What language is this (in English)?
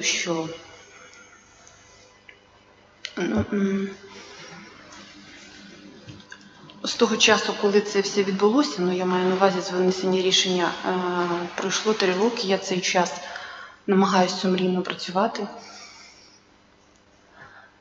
Ukrainian